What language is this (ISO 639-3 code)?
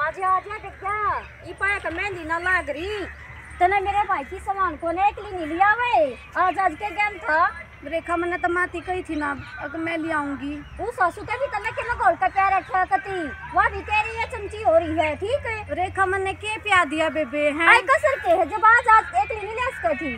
bgc